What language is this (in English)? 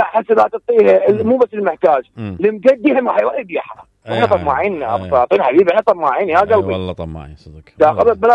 Mesopotamian Arabic